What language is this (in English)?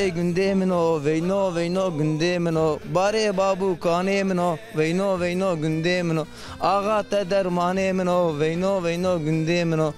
Zaza